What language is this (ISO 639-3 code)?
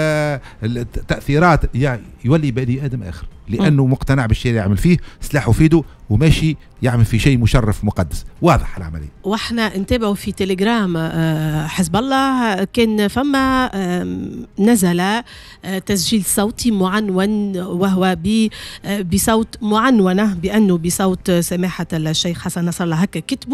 aeb